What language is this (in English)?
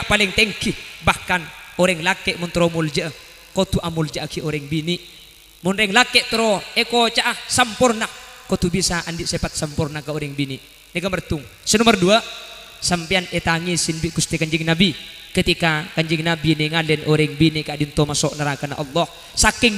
Madurese